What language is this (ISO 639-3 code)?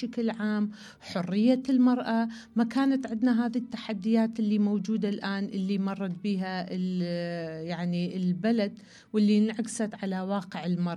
acm